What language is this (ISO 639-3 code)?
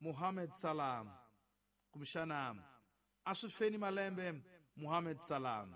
tso